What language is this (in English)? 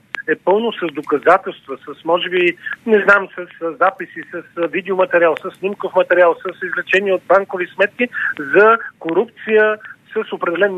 Bulgarian